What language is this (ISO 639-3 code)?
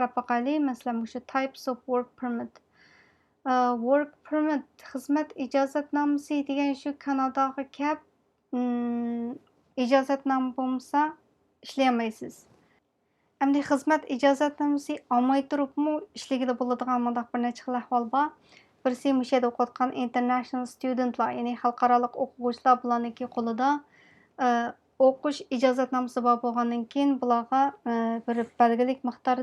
uig